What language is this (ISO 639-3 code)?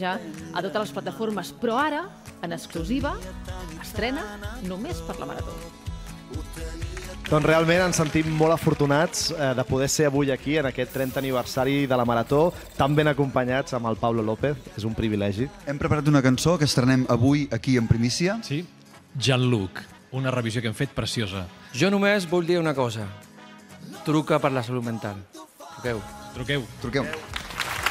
cat